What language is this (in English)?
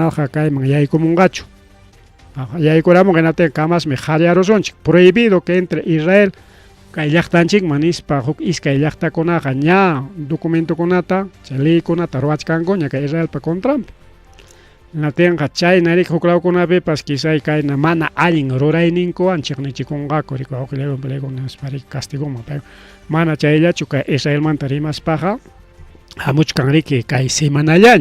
Ayacucho Quechua